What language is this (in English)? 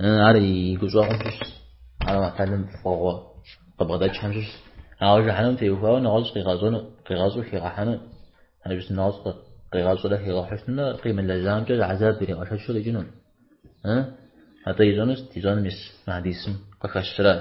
Kabardian